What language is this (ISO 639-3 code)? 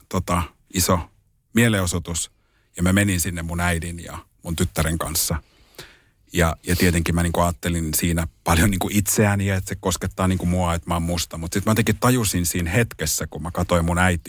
fin